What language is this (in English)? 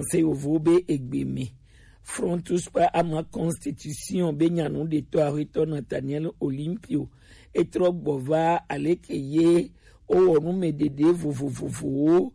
Gen